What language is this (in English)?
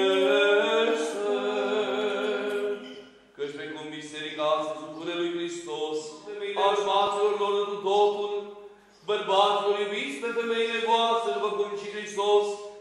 Romanian